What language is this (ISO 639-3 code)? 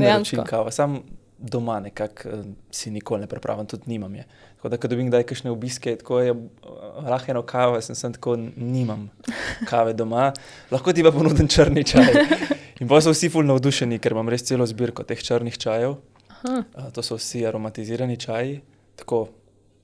slv